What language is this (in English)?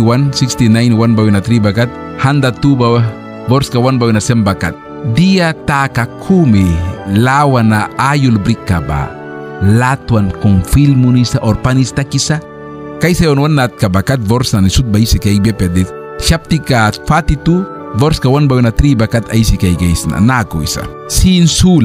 Mískito